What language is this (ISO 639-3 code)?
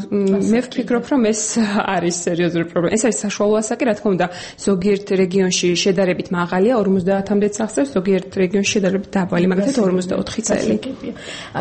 kat